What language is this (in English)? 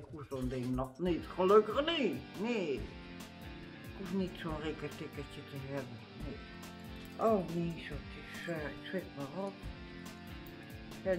Dutch